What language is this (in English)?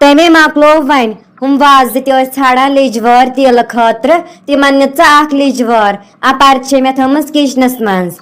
Kashmiri